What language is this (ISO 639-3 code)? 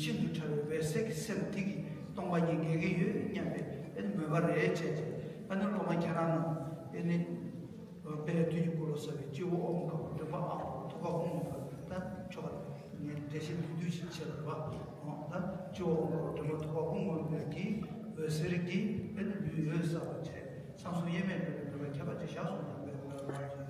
bod